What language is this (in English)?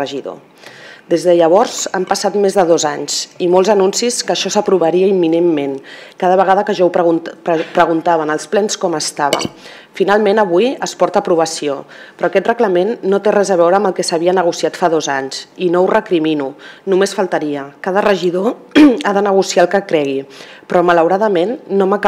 Catalan